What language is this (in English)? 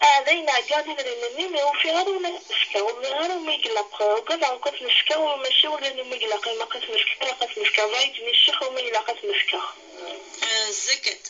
Kabyle